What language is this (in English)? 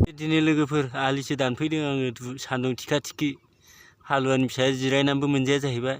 Bodo